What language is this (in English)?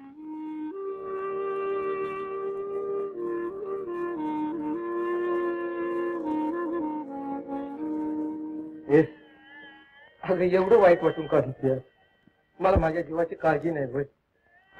Marathi